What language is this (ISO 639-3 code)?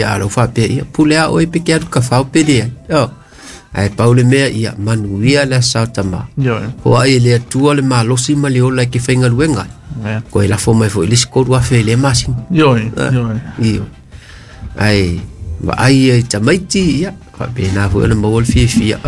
smo